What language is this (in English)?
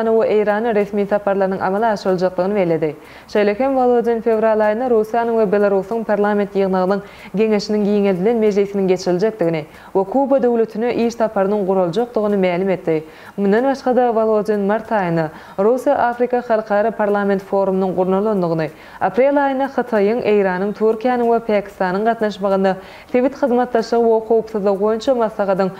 Turkmen